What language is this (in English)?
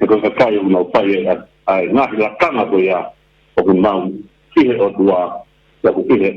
Tongan